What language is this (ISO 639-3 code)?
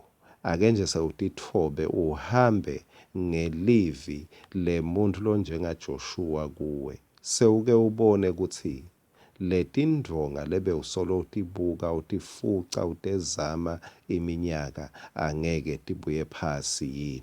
ssw